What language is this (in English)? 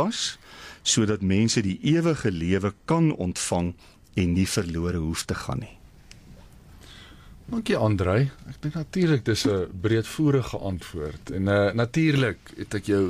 Afrikaans